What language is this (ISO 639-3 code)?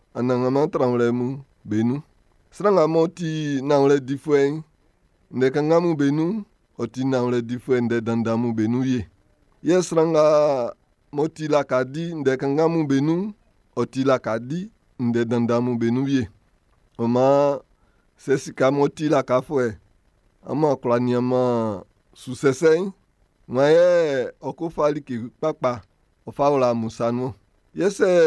bci